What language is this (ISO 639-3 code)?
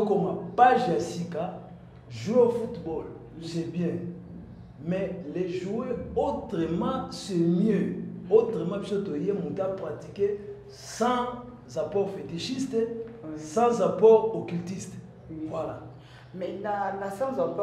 lin